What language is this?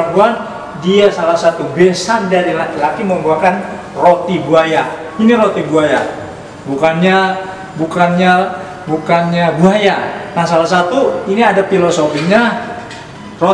Betawi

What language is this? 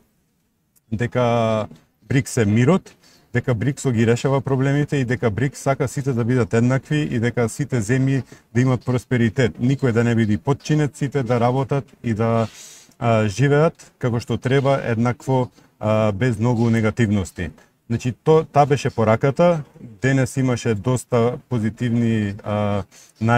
Macedonian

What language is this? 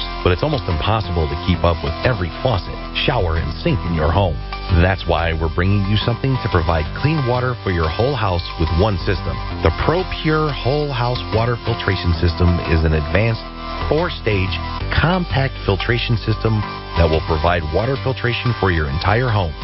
English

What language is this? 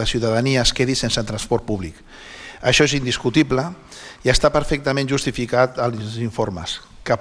Catalan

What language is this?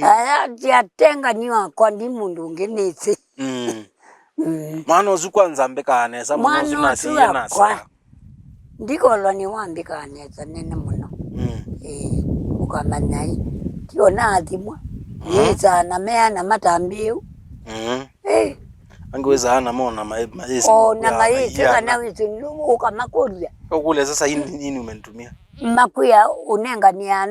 Kamba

